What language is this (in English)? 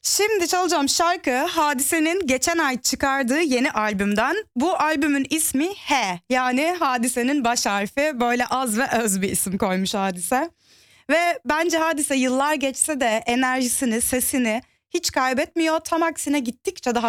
Turkish